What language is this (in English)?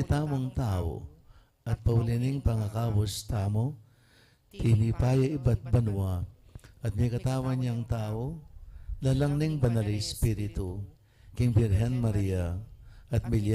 Pampanga